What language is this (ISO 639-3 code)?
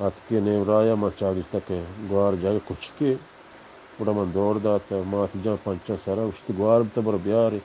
bal